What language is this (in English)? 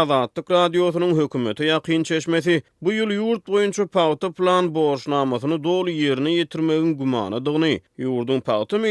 Turkmen